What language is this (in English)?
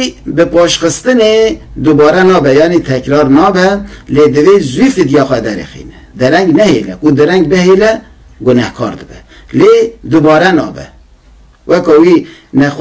Kurdish